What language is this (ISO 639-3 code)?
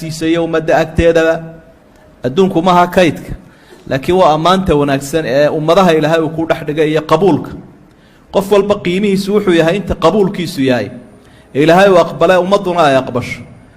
som